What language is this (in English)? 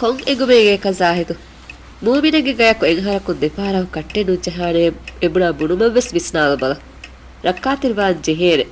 Divehi